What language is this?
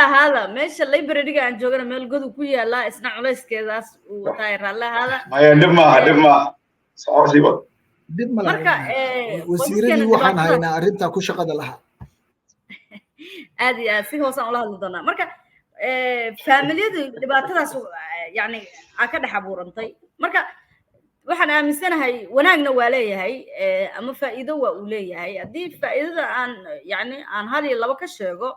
Somali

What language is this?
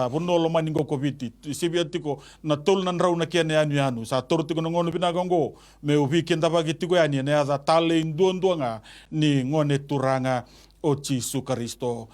Fijian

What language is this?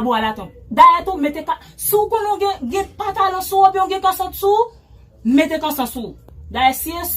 Haitian Creole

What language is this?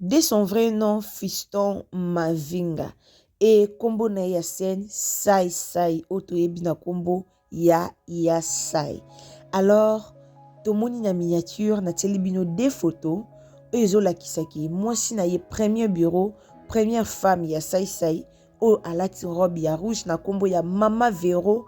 Lingala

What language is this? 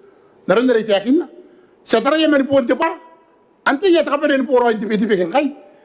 Gilbertese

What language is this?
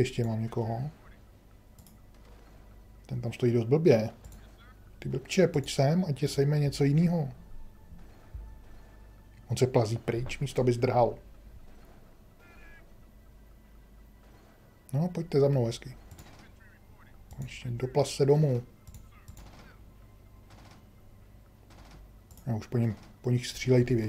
Czech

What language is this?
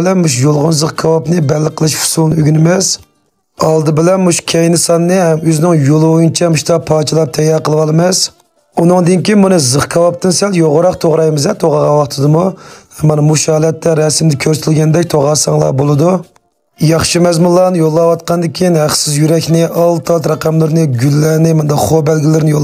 Uyghur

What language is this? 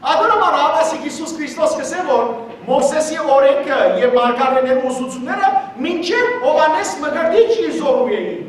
Western Armenian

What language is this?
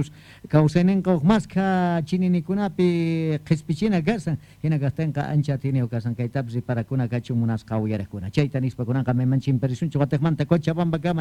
South Bolivian Quechua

